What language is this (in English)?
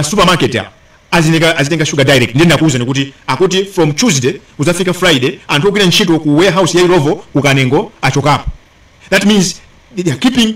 Nyanja